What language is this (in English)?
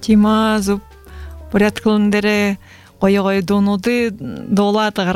Buriat